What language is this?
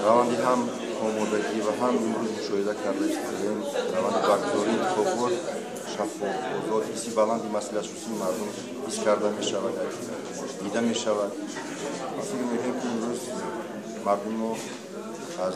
Tajik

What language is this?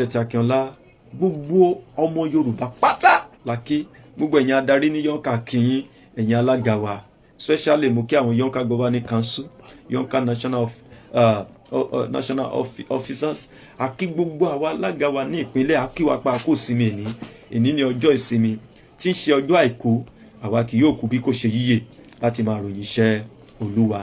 Yoruba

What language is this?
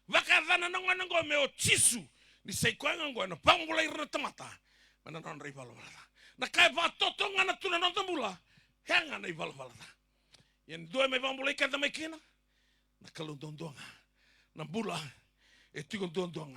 Fijian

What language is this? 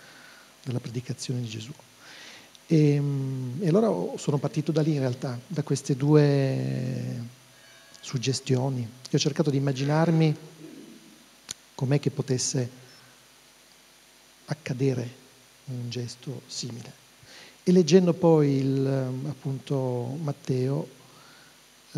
Italian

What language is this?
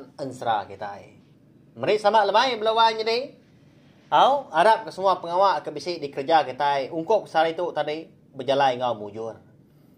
Iban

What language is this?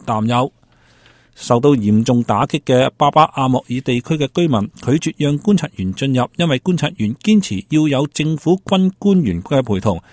Cantonese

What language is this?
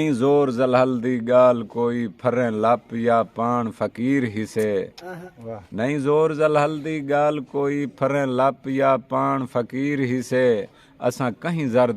Saraiki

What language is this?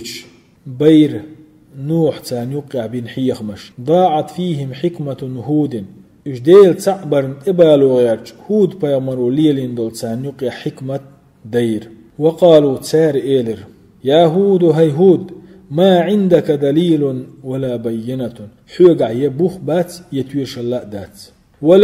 Chechen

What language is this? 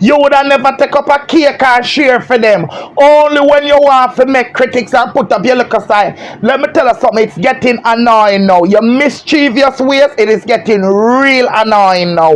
Jamaican Creole English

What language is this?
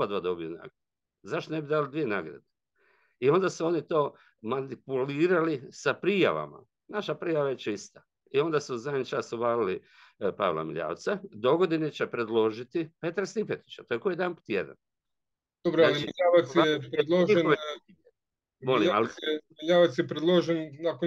Croatian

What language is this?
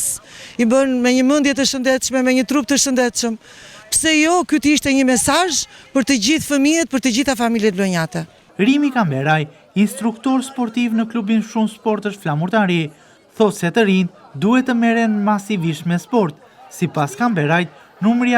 Albanian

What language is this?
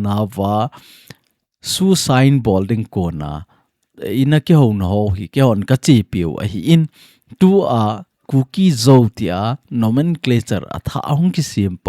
Thado Chin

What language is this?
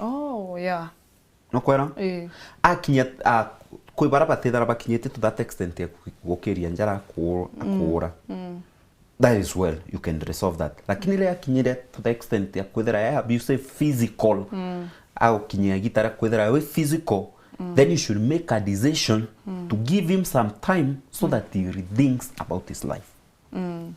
Meru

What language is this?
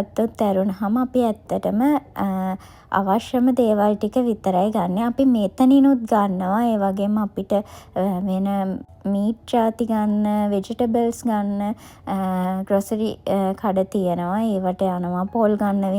Sinhala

